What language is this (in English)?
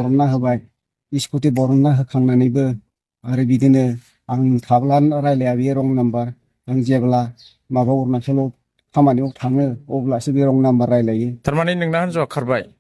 Bodo